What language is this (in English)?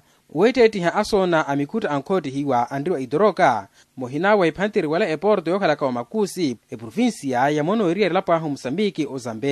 Makhuwa